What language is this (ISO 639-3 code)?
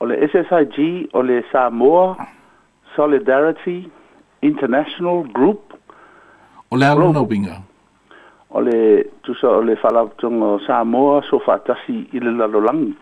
smo